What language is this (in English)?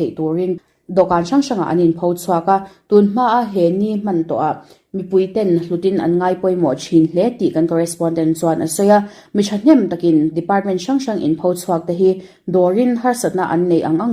Mizo